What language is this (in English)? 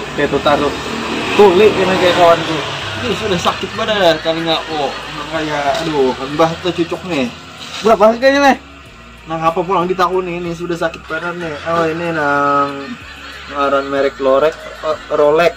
Banjar